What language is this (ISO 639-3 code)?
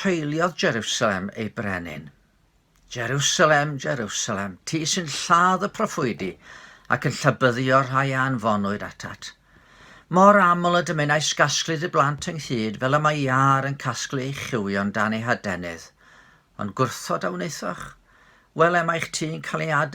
cym